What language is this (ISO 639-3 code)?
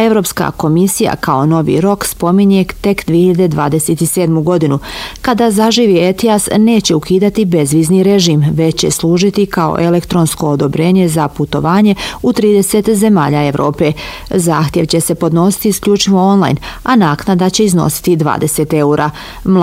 bos